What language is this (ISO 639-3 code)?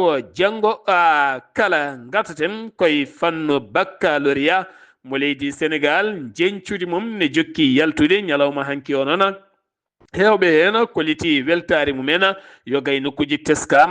ful